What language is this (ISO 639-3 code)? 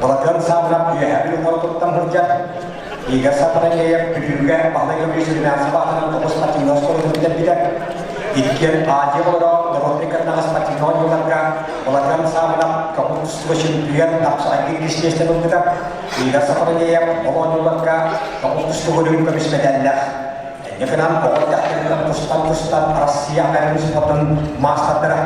sah